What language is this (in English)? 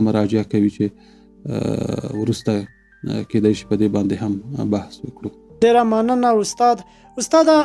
Pashto